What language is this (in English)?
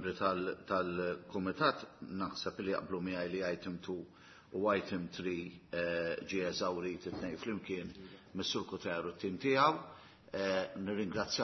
Maltese